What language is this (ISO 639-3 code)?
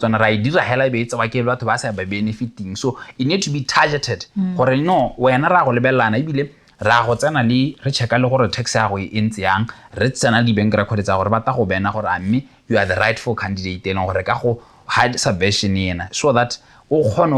tsn